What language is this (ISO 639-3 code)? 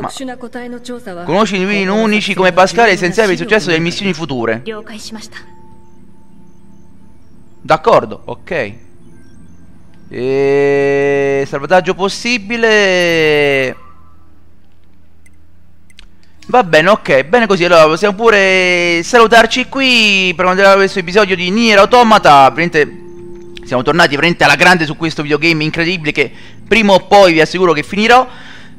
ita